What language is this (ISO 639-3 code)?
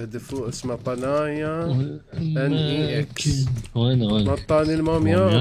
acm